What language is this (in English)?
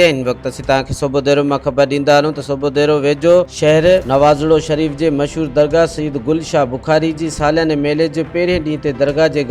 Sindhi